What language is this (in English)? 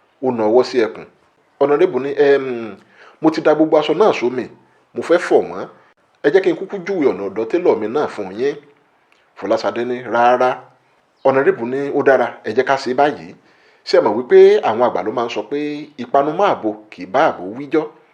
Yoruba